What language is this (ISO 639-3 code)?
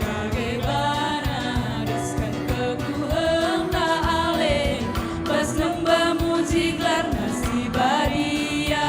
btx